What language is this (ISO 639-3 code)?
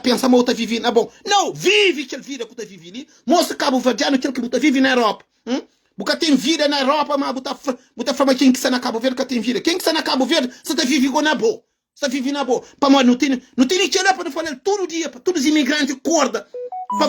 kea